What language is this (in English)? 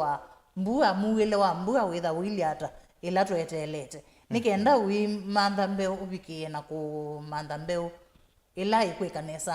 Kamba